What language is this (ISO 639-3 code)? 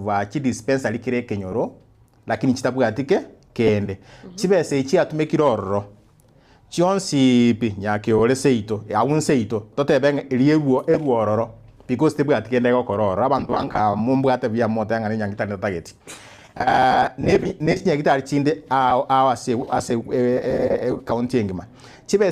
guz